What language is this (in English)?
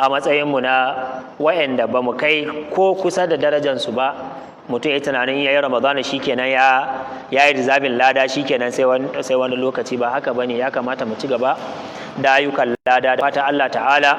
Hausa